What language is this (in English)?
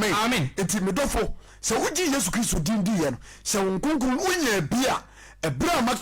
Akan